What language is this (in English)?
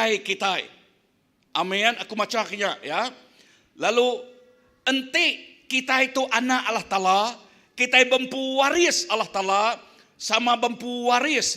Iban